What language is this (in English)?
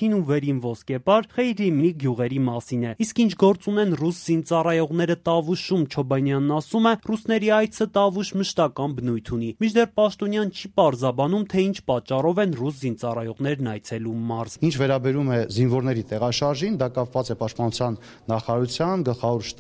Armenian